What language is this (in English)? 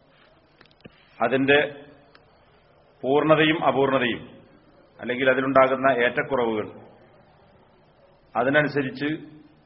Malayalam